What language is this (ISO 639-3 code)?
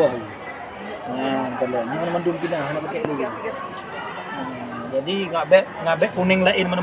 ace